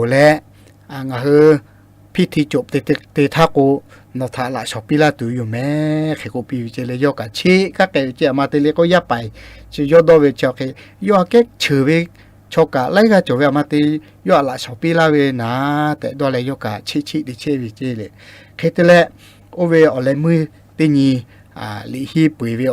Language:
Lahu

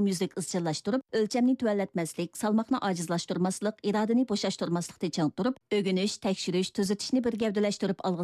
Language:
Uyghur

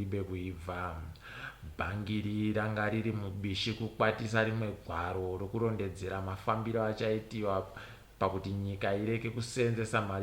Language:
Ndau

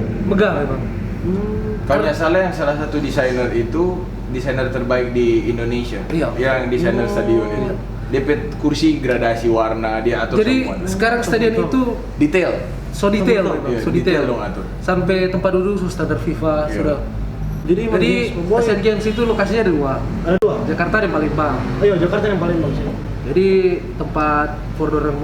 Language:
Manado Malay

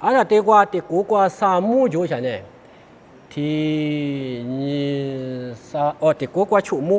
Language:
Lisu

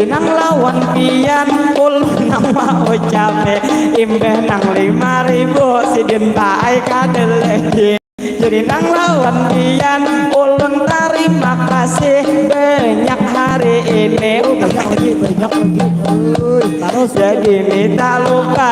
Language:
Banjar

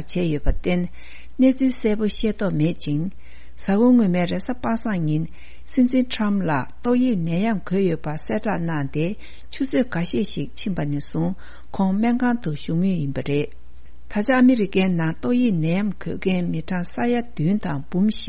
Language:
Tibetan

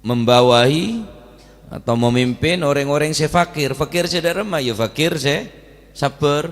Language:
Madurese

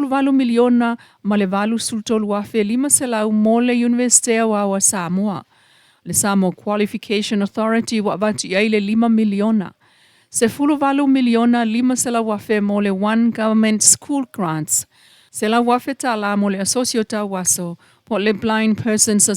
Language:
Samoan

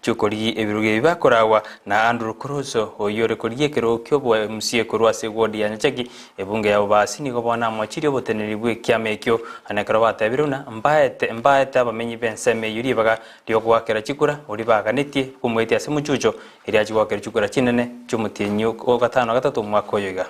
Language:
Gusii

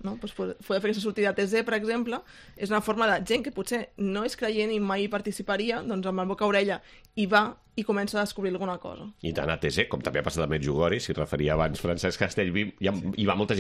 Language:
Catalan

